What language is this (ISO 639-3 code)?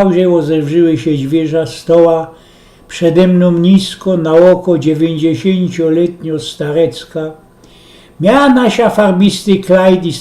szl